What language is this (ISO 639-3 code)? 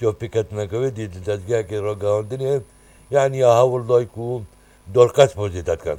kur